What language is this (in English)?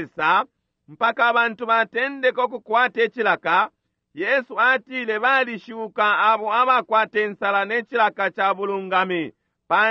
Bemba